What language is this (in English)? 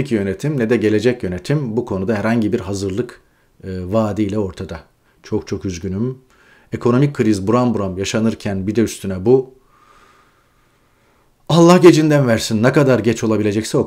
Turkish